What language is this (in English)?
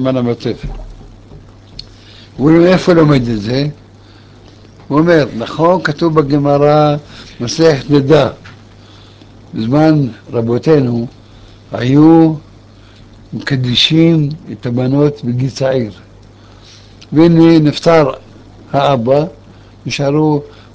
Hebrew